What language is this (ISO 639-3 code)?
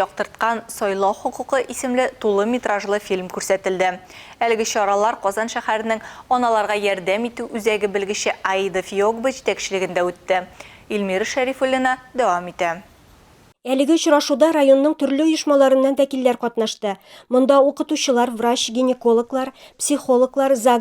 tat